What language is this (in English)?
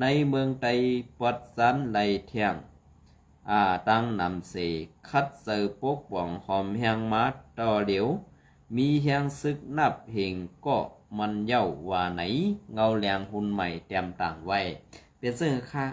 Shan